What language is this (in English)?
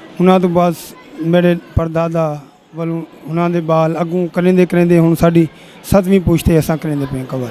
Western Panjabi